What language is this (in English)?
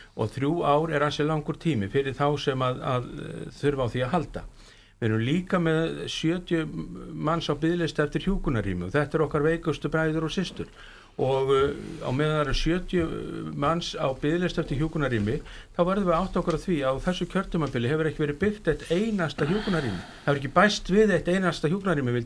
Icelandic